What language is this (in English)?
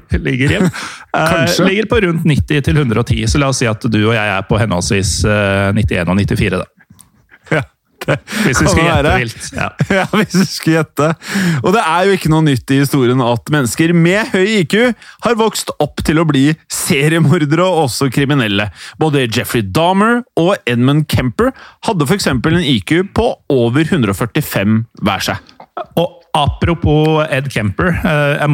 Norwegian